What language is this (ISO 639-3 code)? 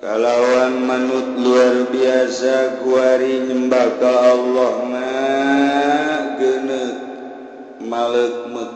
sun